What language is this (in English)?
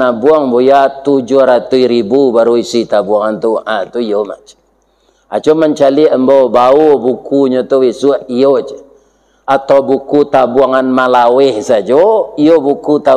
Minangkabau